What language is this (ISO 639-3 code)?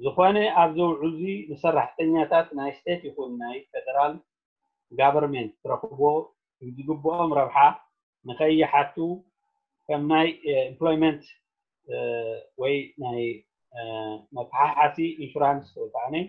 tir